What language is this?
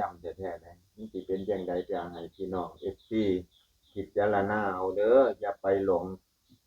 Northeastern Thai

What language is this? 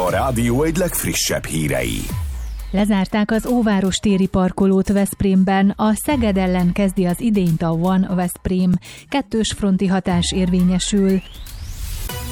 Hungarian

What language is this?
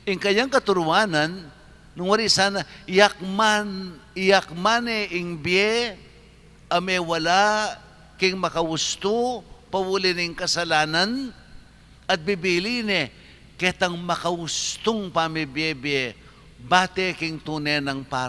Pampanga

